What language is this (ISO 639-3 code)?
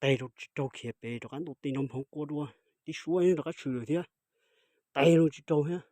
hmn